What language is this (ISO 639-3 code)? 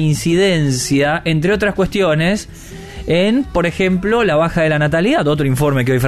spa